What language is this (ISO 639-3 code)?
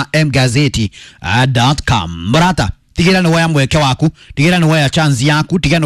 kik